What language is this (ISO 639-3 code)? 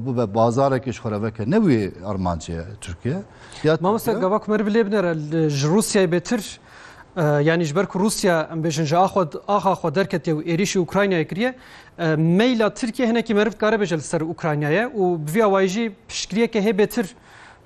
kur